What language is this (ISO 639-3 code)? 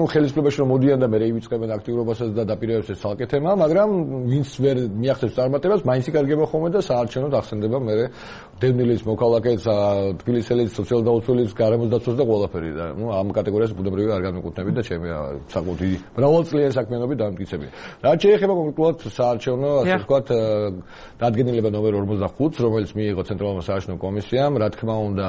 kat